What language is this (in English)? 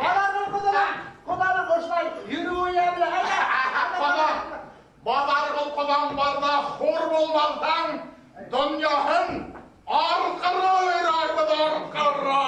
Bashkir